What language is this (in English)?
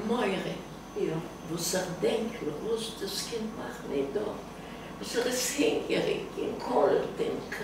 Yiddish